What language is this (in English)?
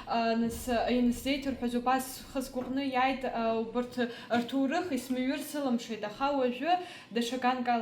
Abkhazian